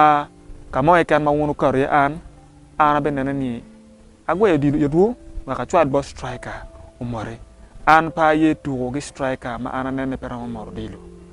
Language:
Acoli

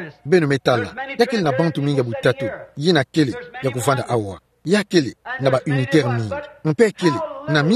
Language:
Kituba (Democratic Republic of Congo)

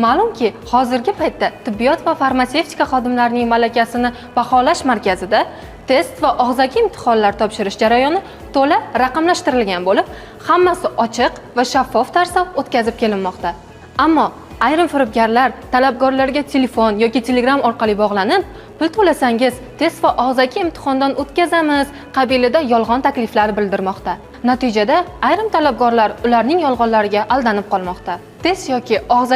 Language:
Uzbek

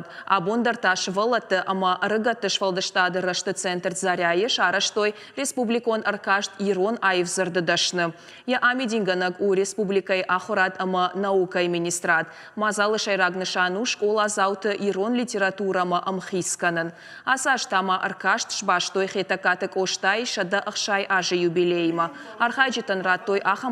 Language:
Ossetic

